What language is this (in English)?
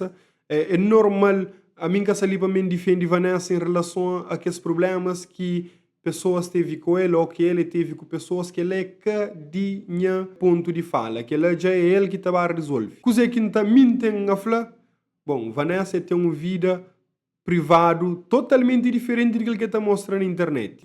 Kabuverdianu